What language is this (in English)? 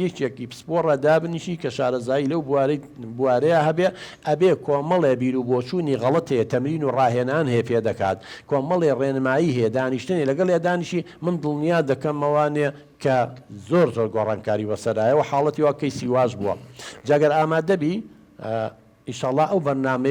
Central Kurdish